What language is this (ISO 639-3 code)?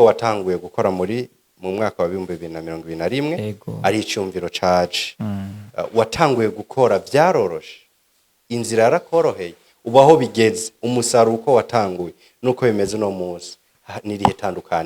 run